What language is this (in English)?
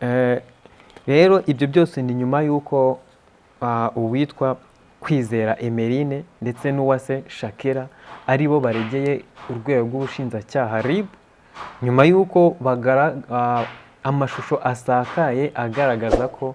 Kinyarwanda